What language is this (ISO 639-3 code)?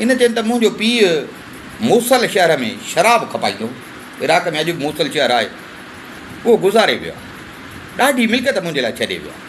snd